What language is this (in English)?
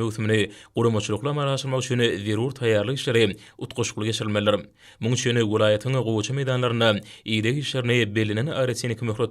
Turkmen